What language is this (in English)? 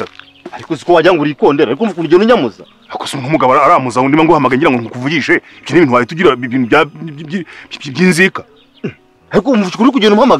Kinyarwanda